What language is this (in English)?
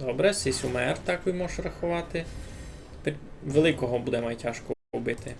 Rusyn